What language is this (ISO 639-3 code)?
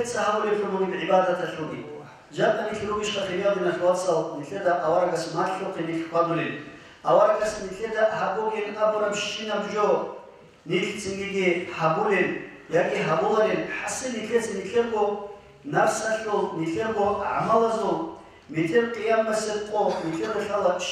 ava